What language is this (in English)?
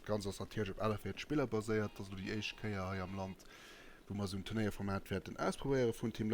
Luxembourgish